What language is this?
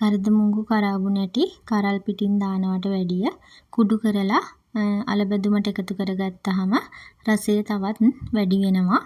Sinhala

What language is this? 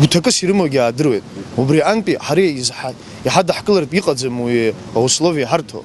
Abkhazian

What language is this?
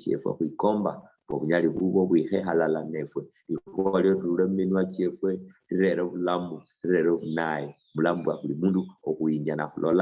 Luyia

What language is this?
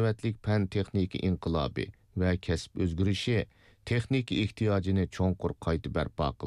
Uyghur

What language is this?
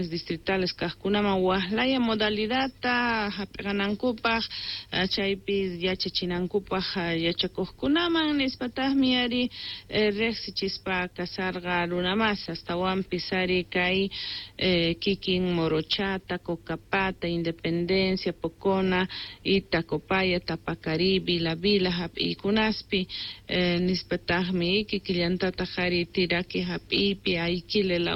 Quechua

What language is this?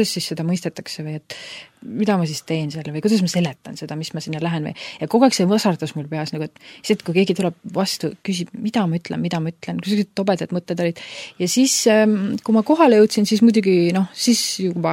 Estonian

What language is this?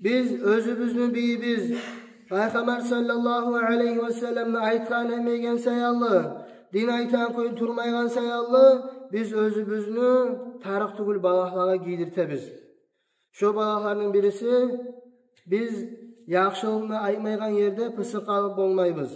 Kumyk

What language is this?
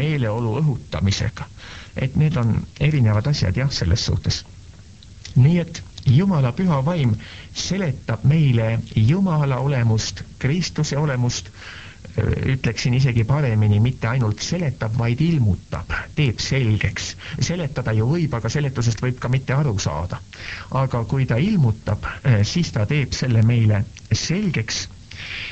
Estonian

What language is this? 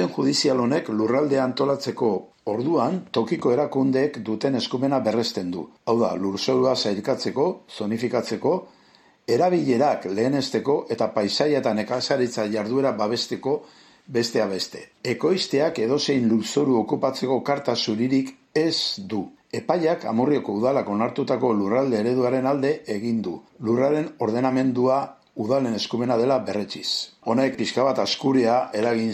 Basque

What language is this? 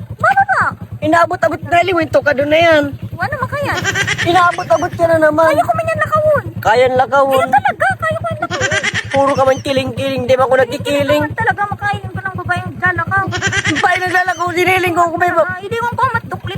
Bikol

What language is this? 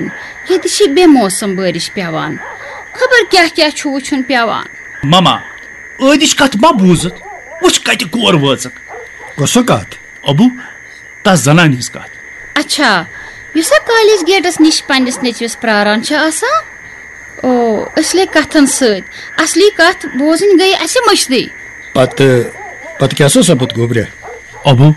Kashmiri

